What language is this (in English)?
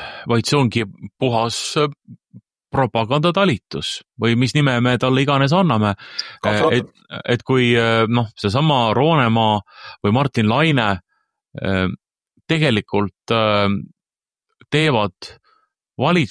Estonian